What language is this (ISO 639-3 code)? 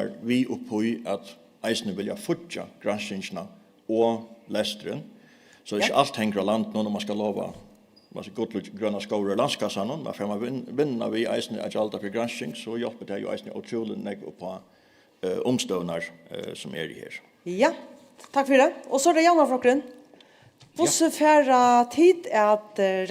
fao